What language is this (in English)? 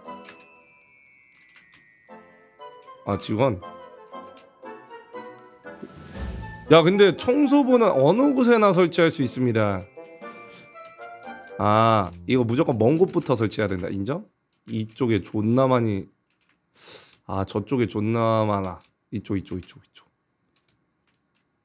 Korean